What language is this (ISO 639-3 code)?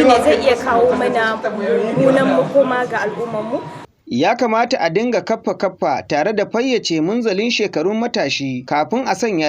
hau